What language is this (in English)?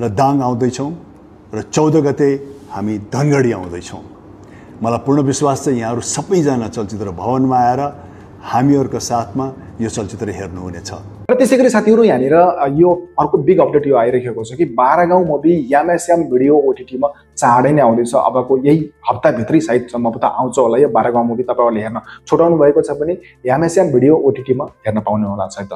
Nepali